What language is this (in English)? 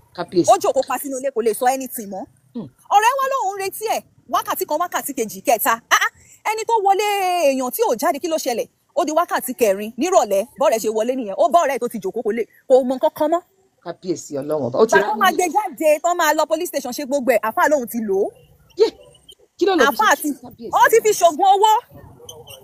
Yoruba